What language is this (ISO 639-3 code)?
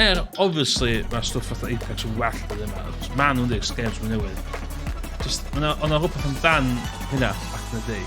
cym